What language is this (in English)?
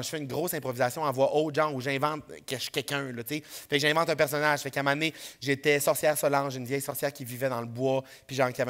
French